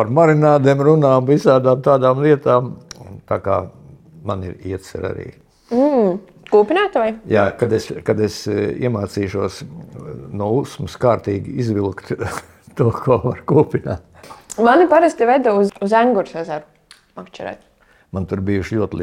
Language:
Latvian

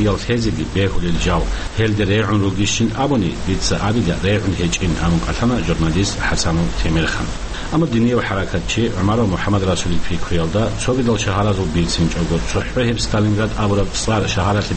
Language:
Avaric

